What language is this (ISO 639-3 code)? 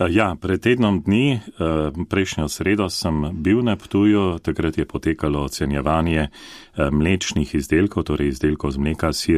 slv